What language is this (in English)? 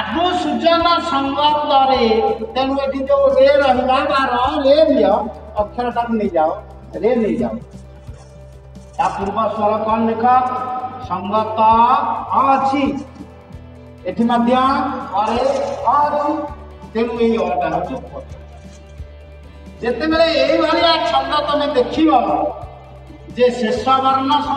Odia